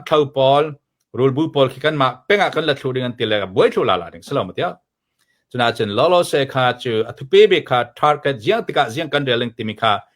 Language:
Hakha Chin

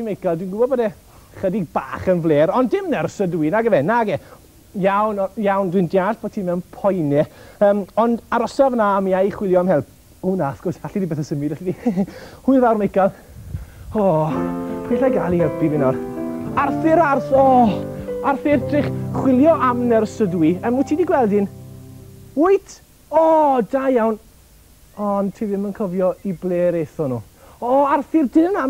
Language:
Welsh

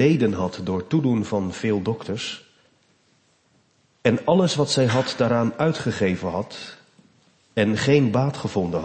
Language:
Dutch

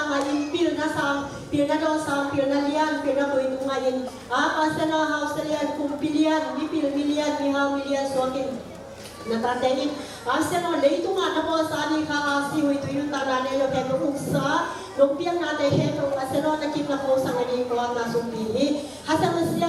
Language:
Tedim Chin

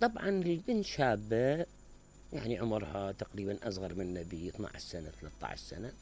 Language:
Mesopotamian Arabic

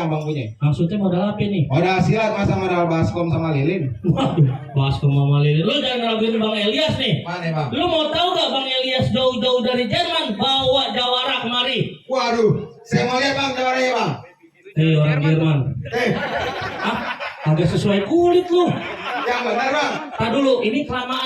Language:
Betawi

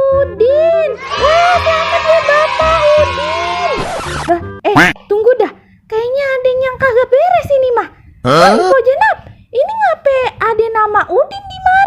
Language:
Betawi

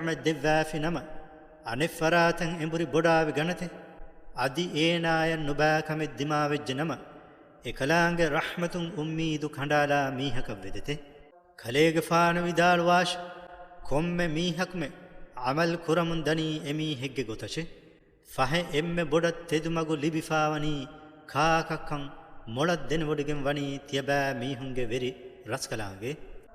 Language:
Divehi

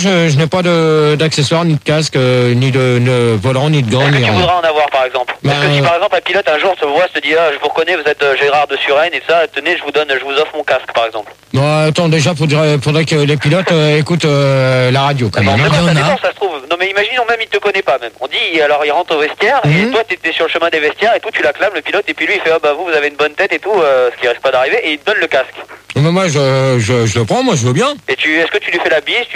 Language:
French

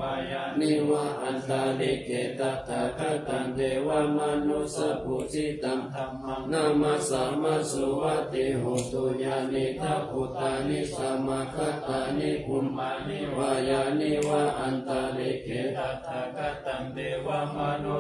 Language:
Pali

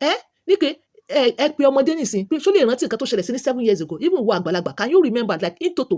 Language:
Yoruba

